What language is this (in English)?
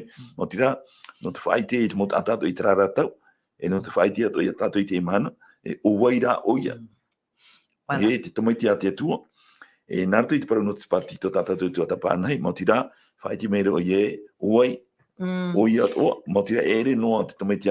Tahitian